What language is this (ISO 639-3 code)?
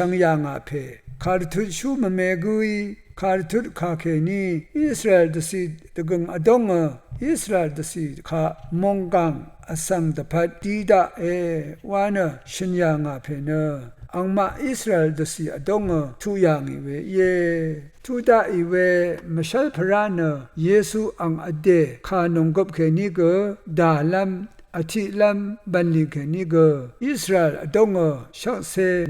raw